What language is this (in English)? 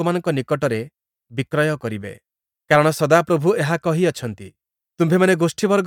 Odia